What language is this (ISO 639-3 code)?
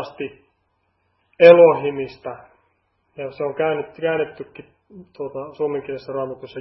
fin